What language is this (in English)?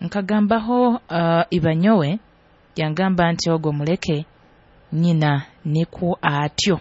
Nyoro